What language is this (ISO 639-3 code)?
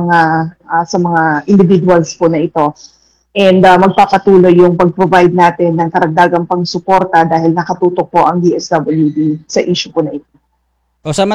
fil